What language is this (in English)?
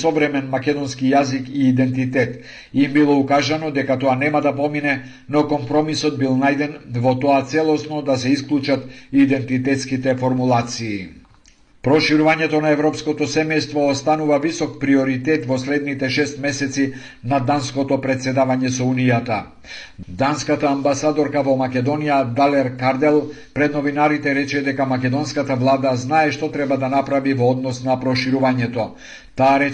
Macedonian